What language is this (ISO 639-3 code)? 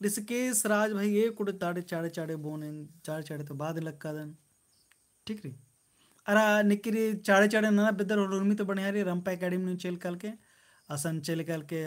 kru